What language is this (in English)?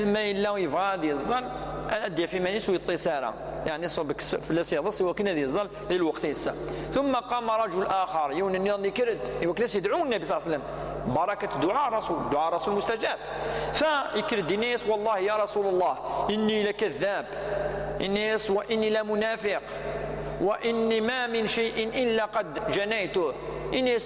Kabyle